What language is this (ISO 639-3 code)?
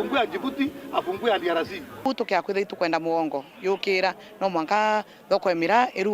mer